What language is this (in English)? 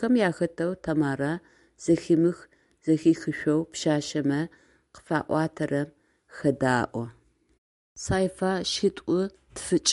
Adyghe